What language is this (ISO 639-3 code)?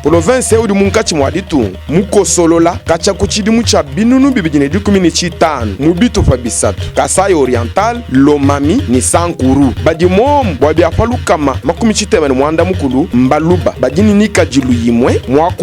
lua